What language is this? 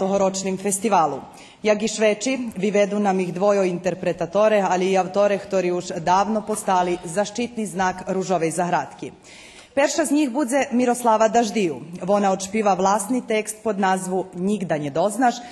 Rusyn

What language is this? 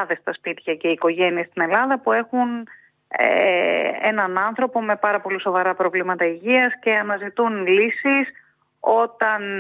Greek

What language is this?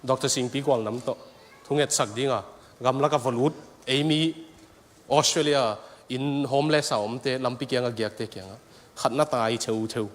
Tedim Chin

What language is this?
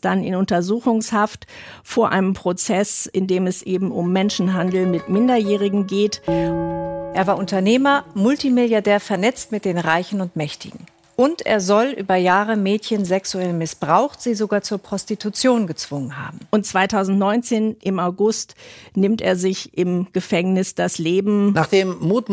German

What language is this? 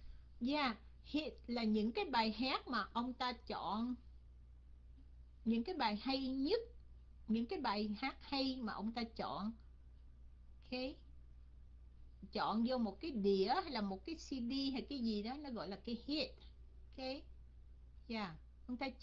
Vietnamese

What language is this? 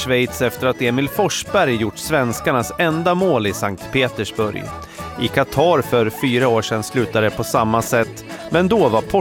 Swedish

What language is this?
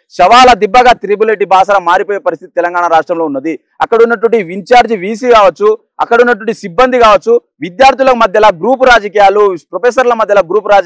Telugu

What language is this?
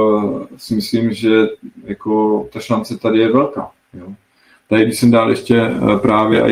Czech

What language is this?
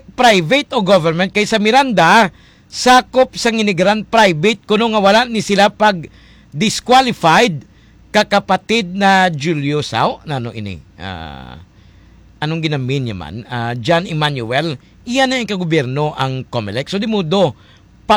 Hiligaynon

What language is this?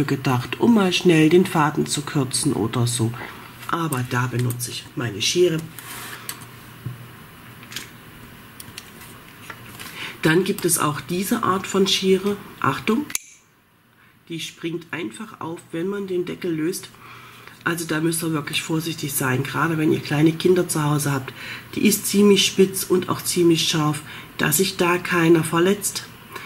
German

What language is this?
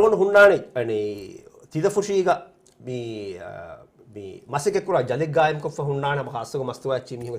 Divehi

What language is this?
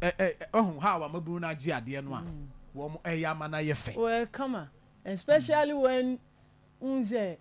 Akan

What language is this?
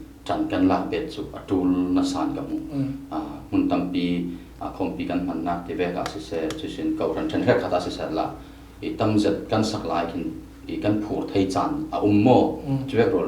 Falam Chin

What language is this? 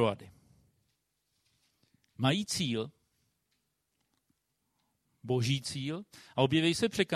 Czech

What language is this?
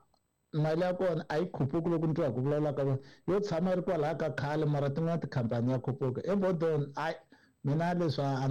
Tsonga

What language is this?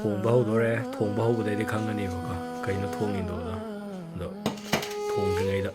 Manipuri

